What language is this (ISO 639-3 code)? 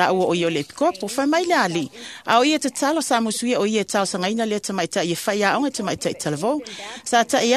smo